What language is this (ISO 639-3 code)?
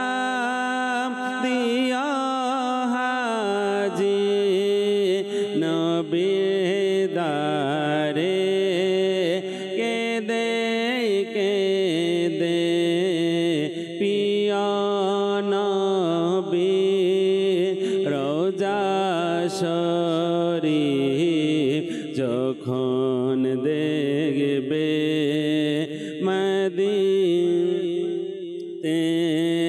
ben